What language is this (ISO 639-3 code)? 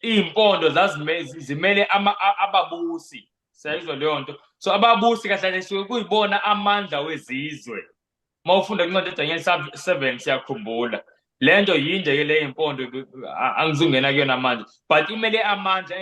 zul